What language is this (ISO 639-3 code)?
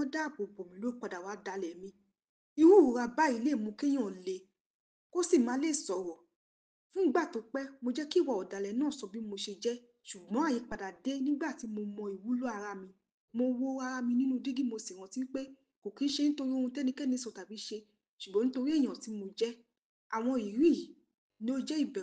yor